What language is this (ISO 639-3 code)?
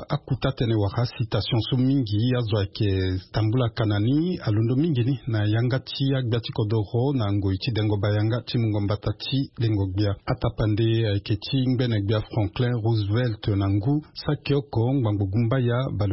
sag